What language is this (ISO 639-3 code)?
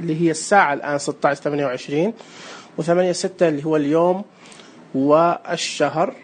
ars